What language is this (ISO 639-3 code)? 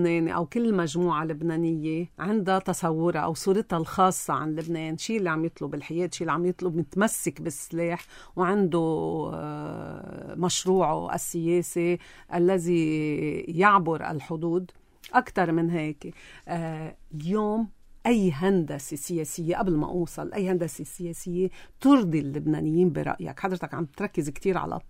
apc